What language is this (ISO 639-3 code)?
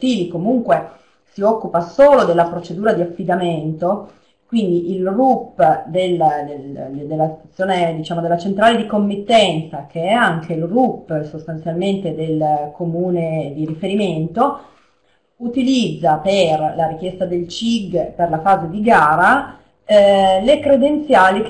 ita